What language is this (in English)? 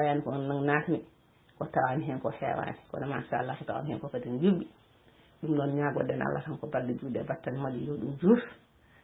Fula